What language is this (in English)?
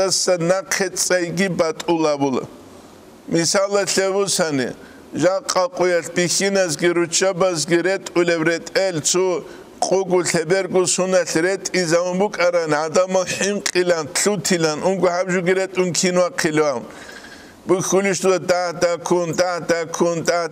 Avaric